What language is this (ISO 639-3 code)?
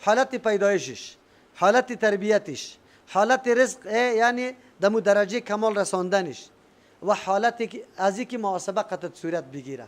fas